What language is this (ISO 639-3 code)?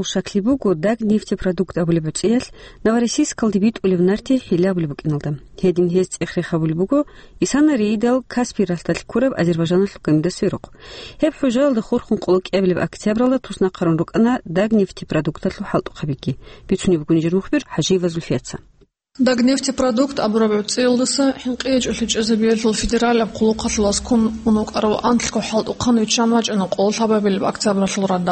ava